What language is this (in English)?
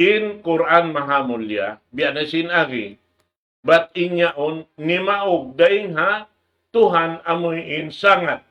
Tausug